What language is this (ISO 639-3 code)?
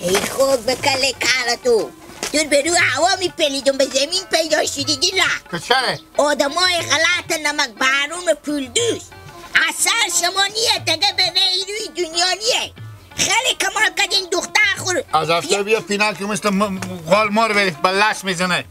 haz